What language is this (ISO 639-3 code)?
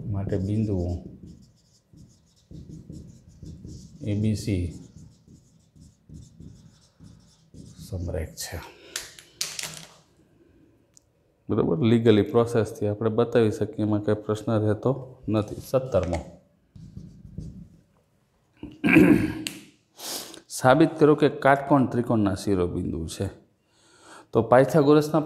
guj